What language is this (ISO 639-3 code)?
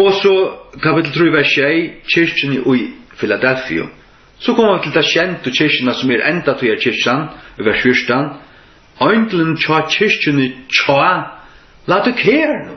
fao